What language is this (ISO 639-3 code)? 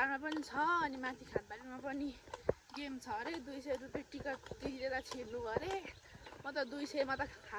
nep